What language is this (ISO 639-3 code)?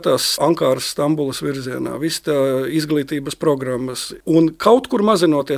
lav